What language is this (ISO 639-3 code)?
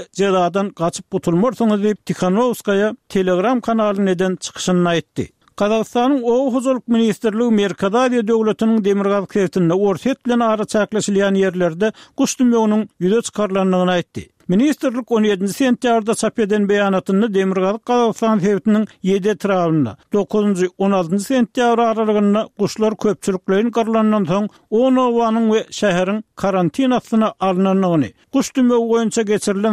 tuk